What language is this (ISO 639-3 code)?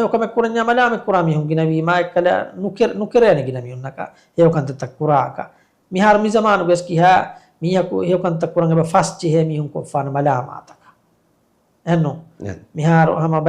div